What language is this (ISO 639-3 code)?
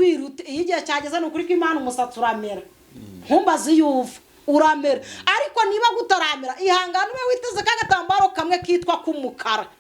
kin